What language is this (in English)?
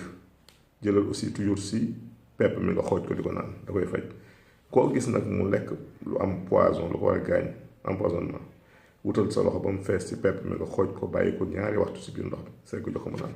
Wolof